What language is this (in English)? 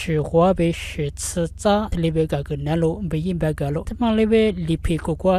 Lisu